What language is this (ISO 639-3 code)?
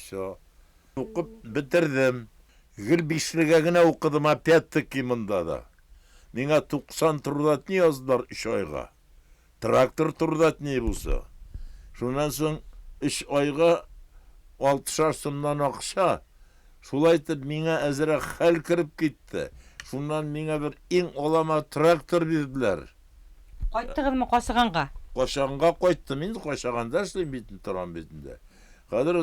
bak